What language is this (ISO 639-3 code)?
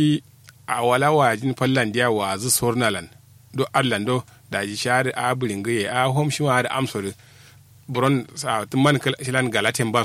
kau